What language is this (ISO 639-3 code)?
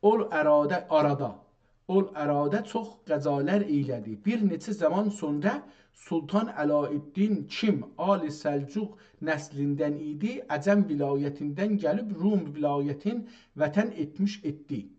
azb